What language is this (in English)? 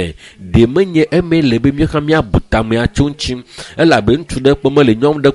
Ewe